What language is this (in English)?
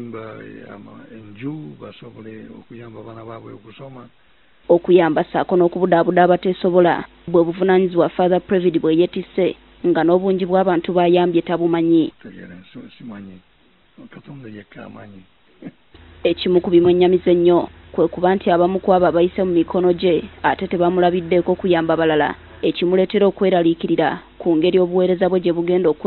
Ganda